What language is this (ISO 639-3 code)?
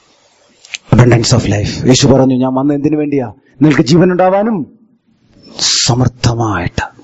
mal